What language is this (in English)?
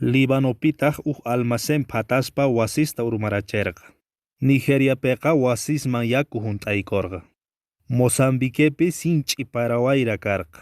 Quechua